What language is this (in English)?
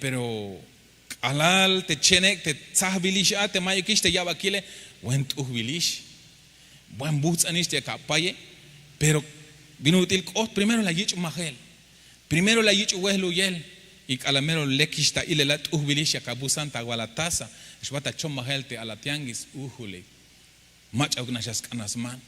Tzeltal